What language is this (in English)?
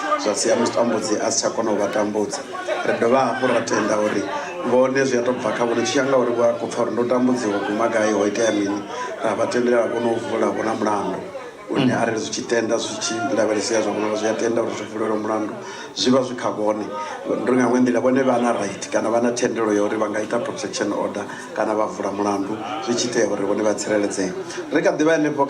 Venda